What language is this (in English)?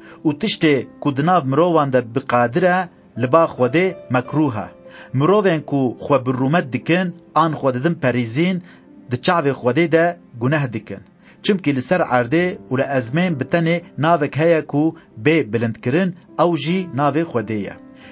Kurdish